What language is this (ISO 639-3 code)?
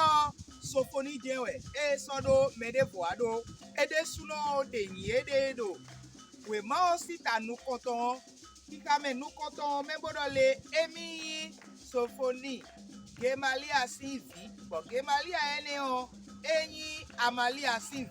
fon